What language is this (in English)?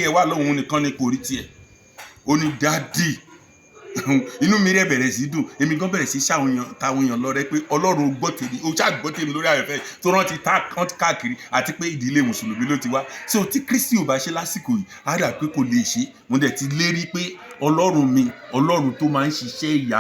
Yoruba